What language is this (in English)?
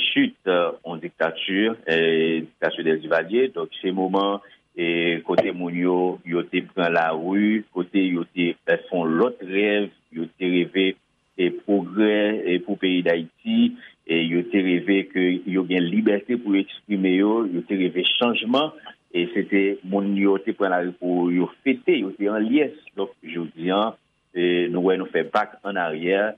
Haitian Creole